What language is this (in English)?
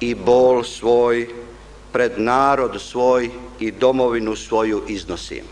Bosnian